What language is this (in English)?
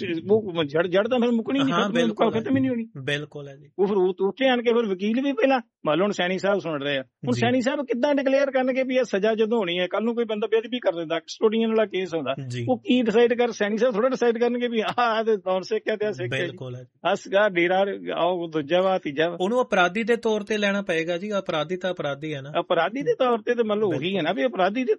Punjabi